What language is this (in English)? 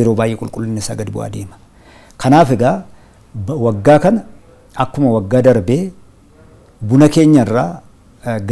Oromo